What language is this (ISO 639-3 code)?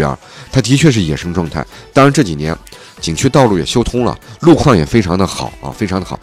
zho